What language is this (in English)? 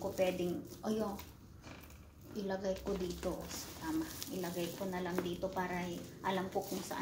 Filipino